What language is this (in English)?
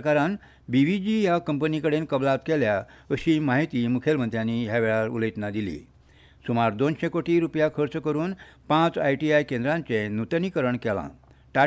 Konkani